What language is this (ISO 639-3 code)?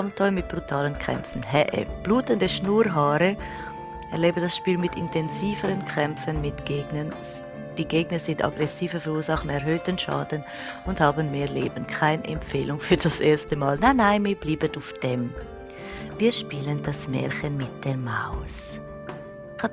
gsw